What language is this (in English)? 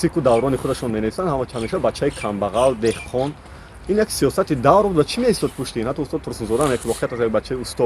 Tajik